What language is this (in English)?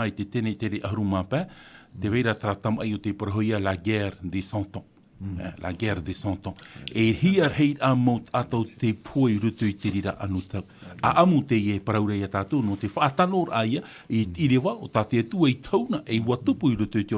Tahitian